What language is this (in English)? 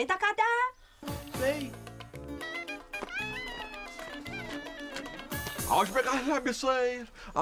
North Levantine Arabic